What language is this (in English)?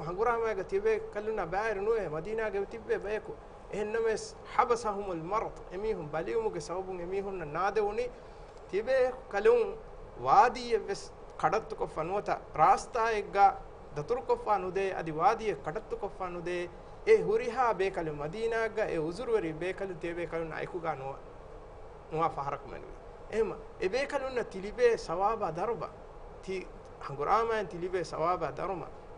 Divehi